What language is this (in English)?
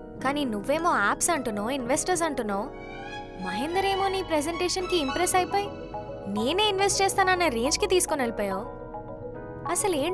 Telugu